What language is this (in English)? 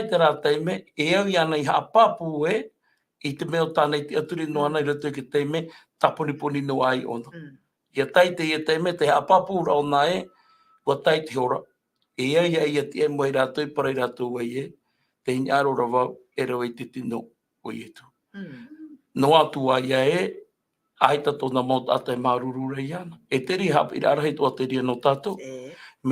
Tahitian